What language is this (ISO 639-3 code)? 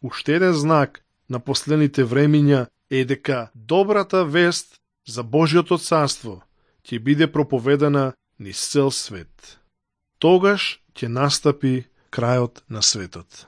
mkd